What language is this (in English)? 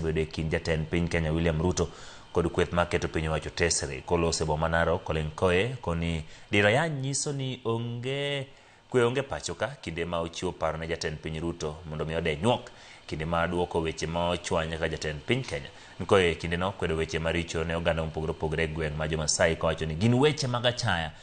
Luo (Kenya and Tanzania)